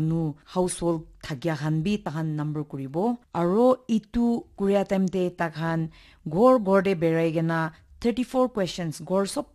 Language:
Naga Pidgin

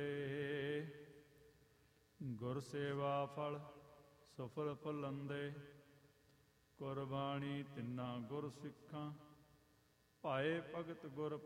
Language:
Punjabi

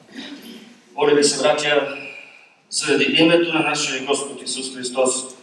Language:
Bulgarian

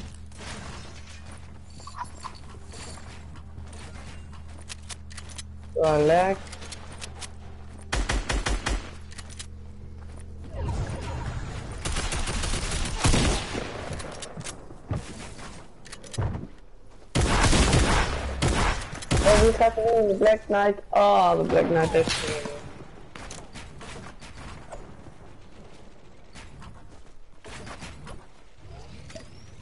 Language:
Dutch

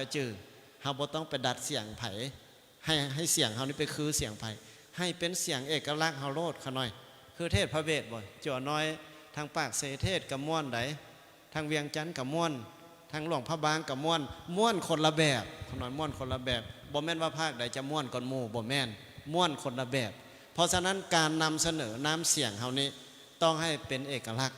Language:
Lao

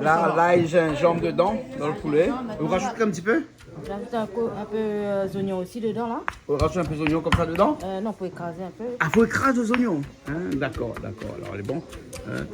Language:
Réunion Creole French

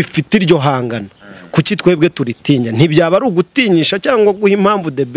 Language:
Kinyarwanda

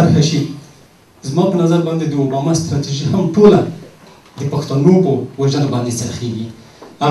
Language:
Pashto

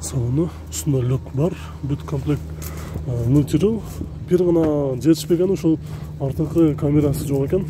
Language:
Kyrgyz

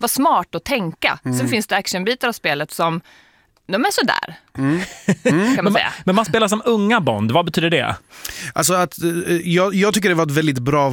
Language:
Swedish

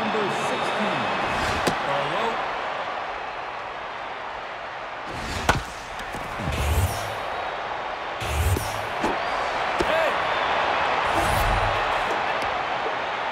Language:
English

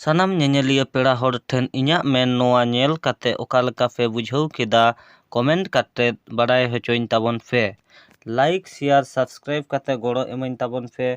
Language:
Santali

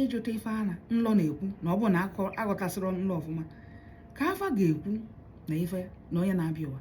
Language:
Igbo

